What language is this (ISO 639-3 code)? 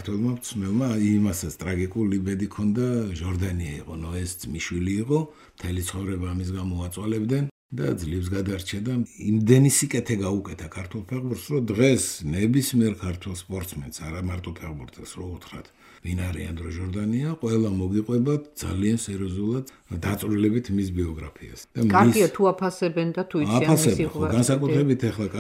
kat